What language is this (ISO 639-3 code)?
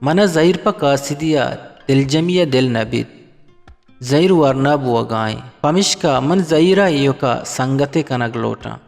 bgp